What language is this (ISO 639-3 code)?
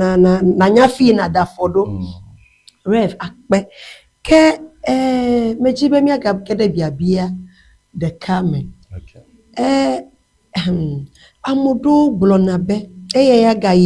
ewe